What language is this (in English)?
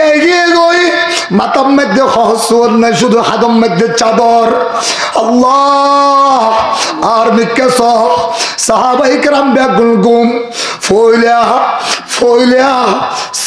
Rohingya